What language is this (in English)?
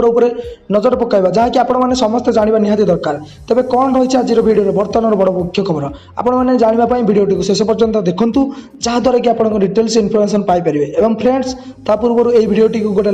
Odia